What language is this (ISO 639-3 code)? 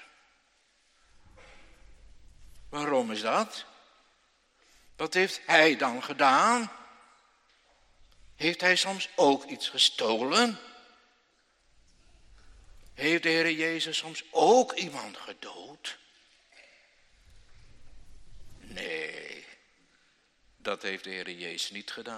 nld